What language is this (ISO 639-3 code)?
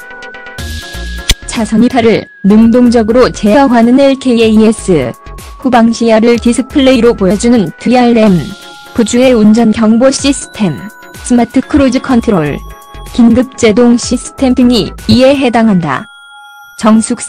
kor